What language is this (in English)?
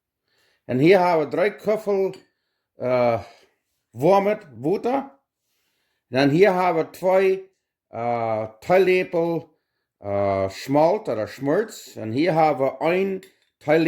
Plautdietsch